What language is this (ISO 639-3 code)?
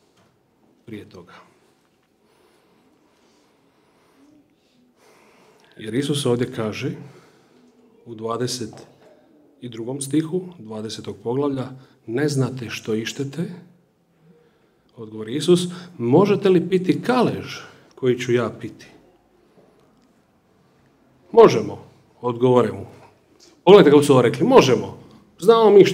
hrv